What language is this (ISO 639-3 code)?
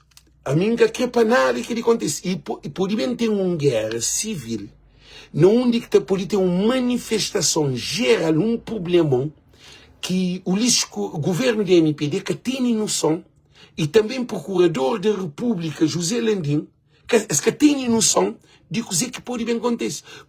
kea